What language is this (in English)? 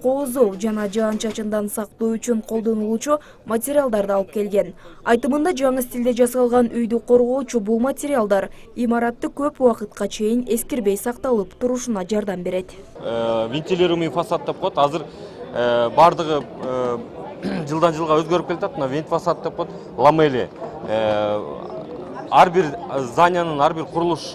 Kyrgyz